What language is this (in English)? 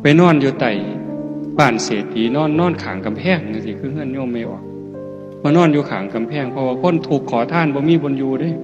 Northeastern Thai